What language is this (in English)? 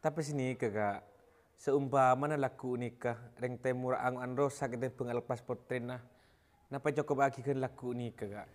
Madurese